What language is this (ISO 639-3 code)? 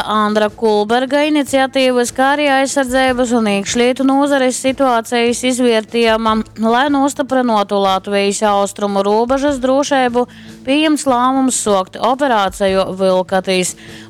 ltg